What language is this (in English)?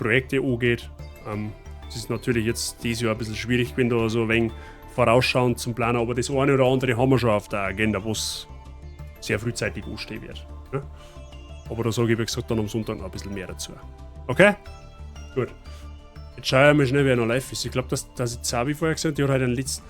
Bavarian